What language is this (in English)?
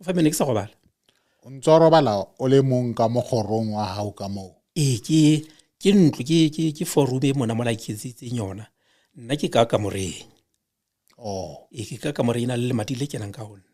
Southern Sotho